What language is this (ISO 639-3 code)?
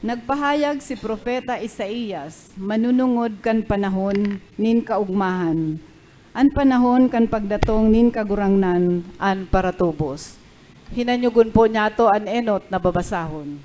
bik